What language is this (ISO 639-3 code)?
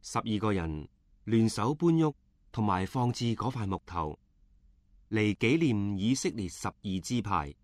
yue